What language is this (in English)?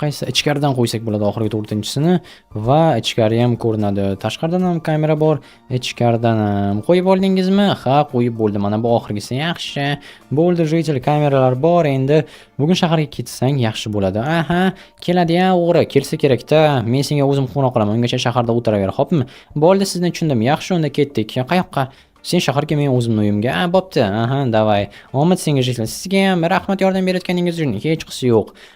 Uzbek